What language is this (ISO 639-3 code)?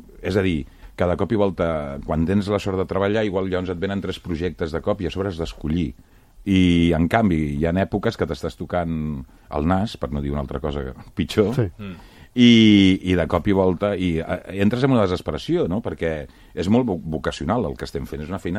cat